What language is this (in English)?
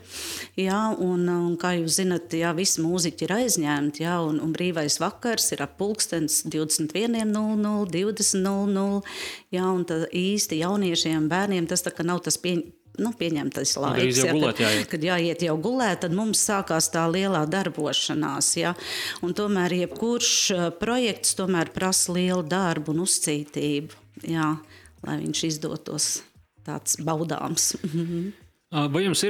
Latvian